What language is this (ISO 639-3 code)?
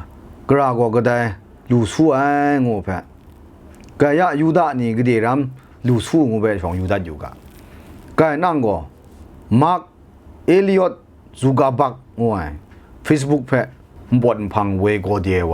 kac